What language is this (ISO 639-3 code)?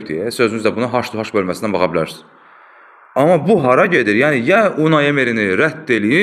aze